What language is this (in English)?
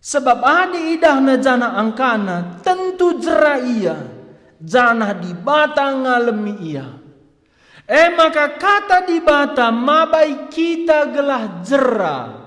Batak Karo